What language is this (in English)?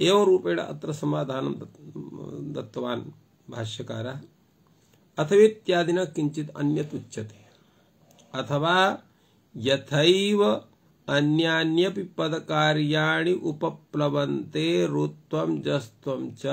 Sanskrit